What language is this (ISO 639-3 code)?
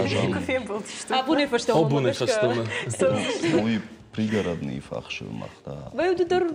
oss